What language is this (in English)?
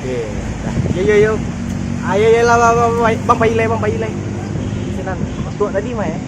Minangkabau